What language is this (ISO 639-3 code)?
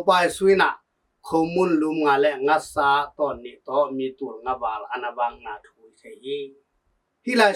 ctd